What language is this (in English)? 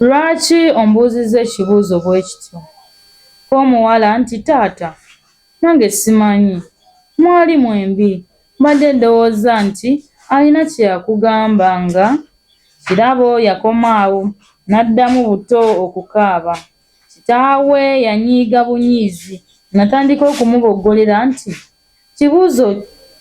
Ganda